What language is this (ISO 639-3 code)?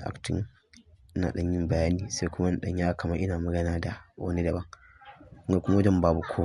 hau